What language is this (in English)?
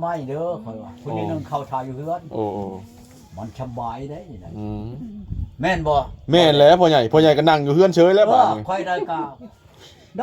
Lao